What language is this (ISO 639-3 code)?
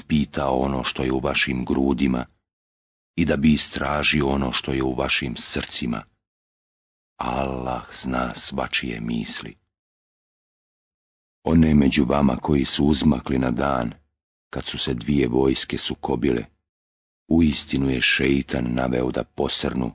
bos